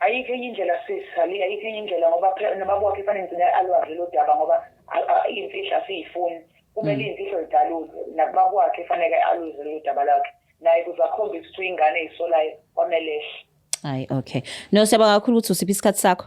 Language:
Zulu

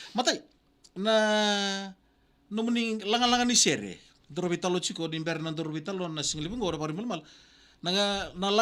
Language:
Fijian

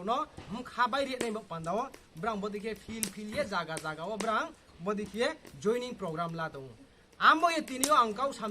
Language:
Kok Borok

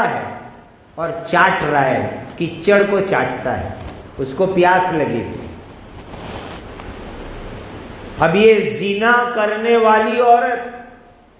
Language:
Urdu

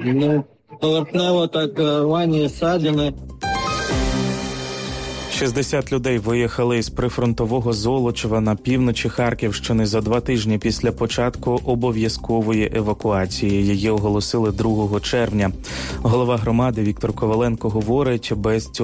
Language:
Ukrainian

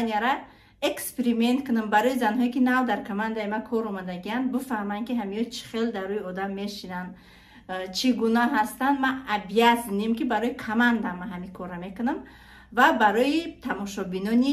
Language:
Tajik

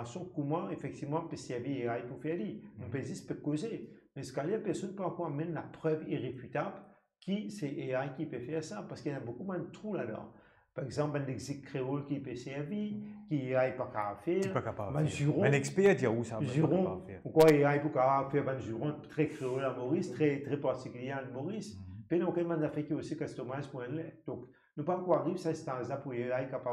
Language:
Morisyen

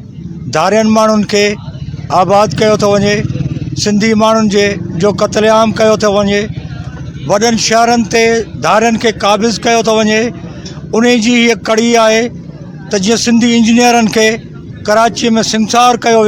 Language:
Sindhi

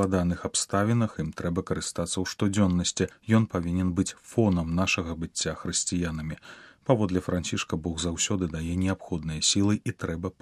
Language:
Belarusian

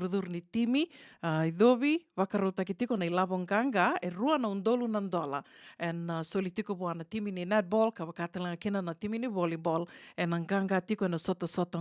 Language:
Fijian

